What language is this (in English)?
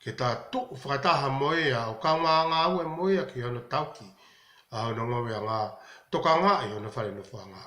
Tongan